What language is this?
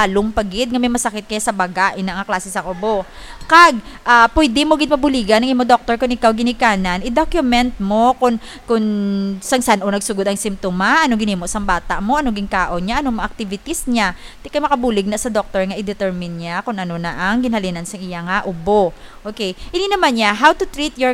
Hiligaynon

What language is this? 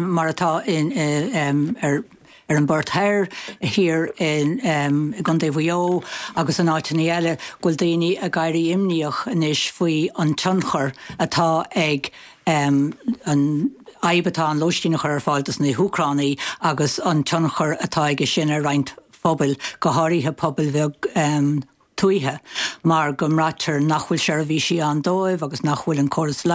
Irish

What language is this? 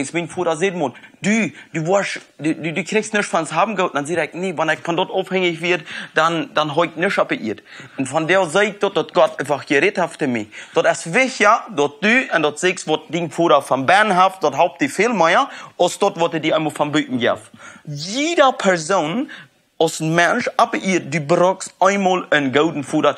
Plautdietsch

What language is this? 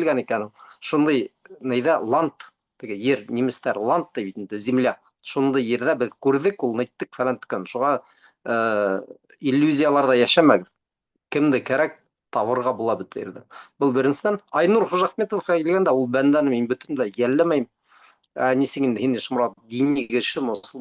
Bashkir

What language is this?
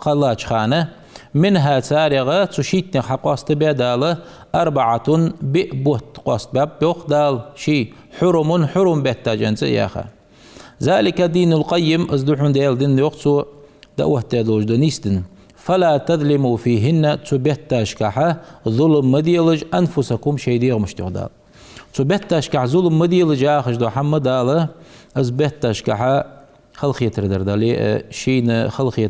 Ingush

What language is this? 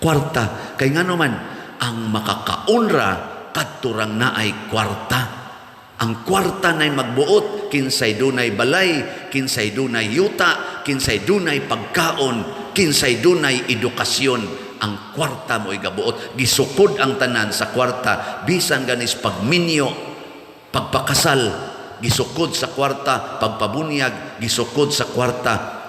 Cebuano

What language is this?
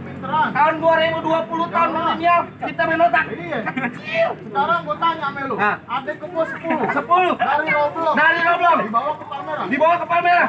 Betawi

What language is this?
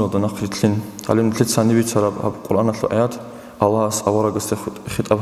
Avaric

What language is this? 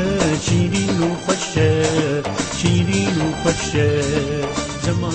Kurdish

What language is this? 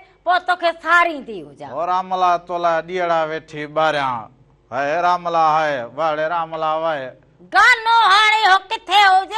Sindhi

